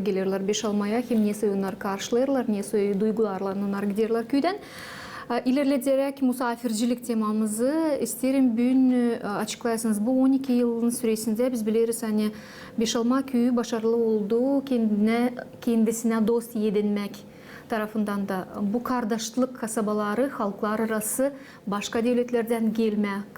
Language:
Gagauz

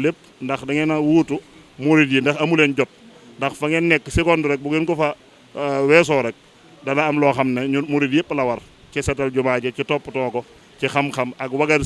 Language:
Wolof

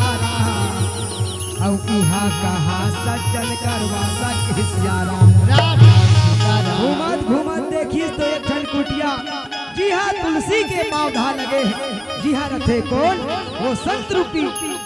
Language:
Chhattisgarhi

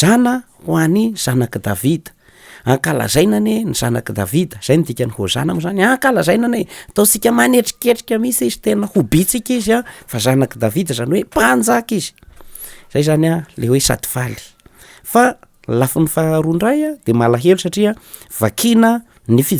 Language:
Malagasy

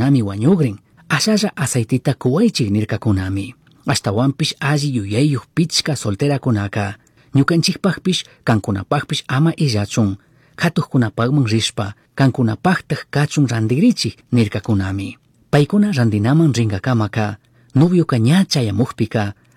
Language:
Chimborazo Highland Quichua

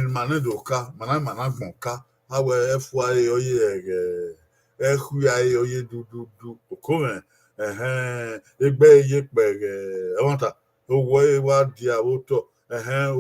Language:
Bini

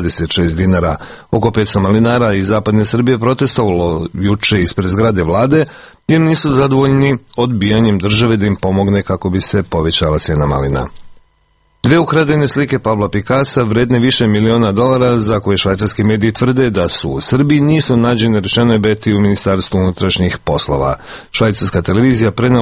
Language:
Serbian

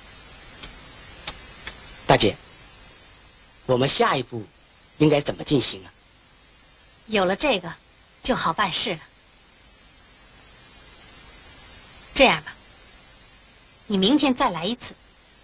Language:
Chinese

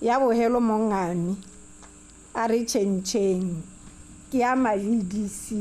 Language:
Tswana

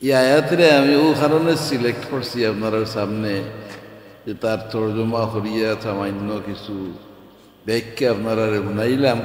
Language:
Sylheti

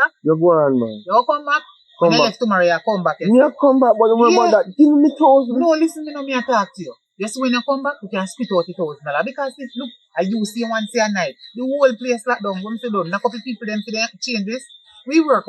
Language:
Jamaican Creole English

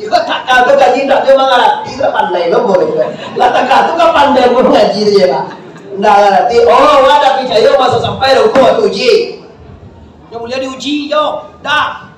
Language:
Minangkabau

